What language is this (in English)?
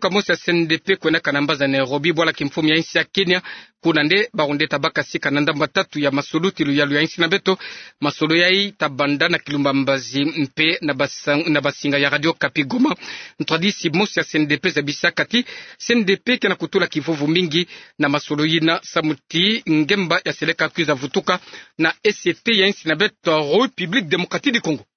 Kituba (Democratic Republic of Congo)